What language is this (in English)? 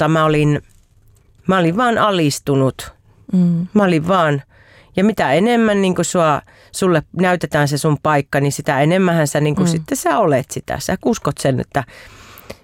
Finnish